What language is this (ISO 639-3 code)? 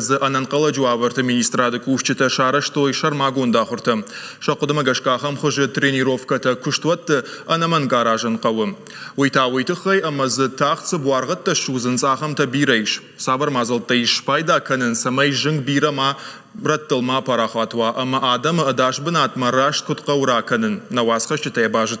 oss